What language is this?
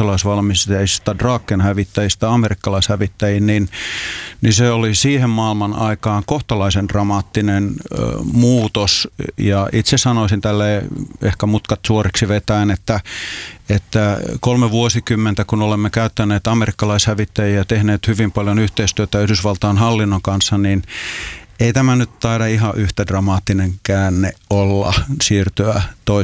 Finnish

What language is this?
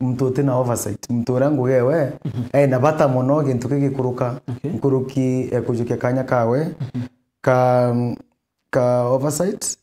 Meru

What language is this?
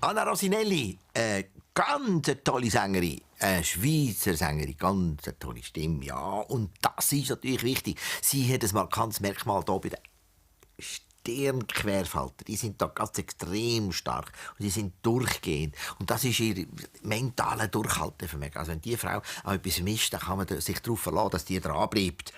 Swiss German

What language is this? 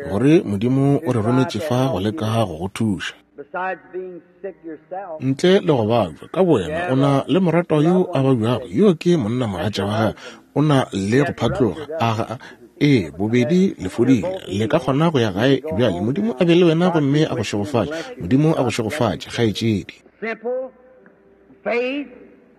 Northern Sotho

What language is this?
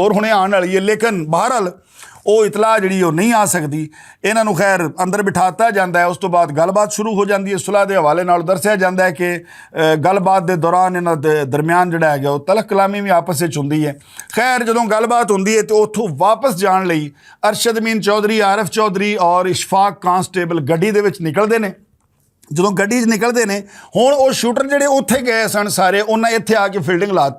Western Panjabi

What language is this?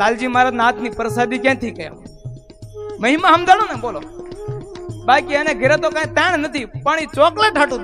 Gujarati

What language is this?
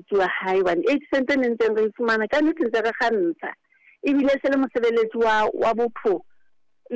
Southern Sotho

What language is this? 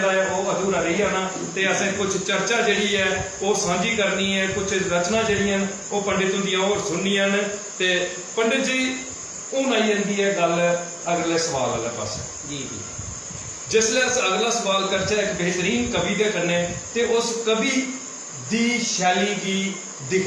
Dogri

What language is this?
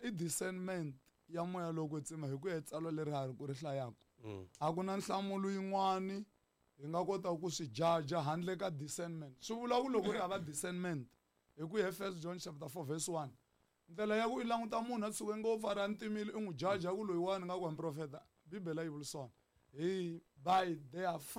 Tsonga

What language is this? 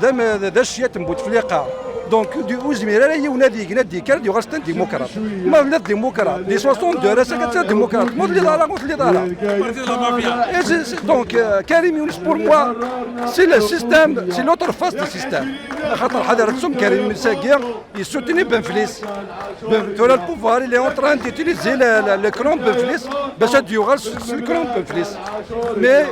Kabyle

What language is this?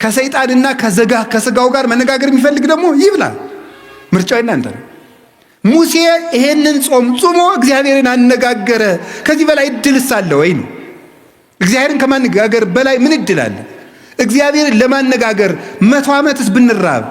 Amharic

